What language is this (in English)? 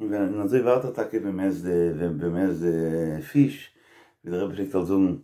Yiddish